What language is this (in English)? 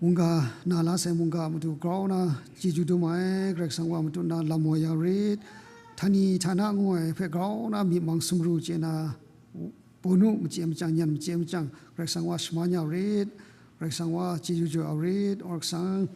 Kachin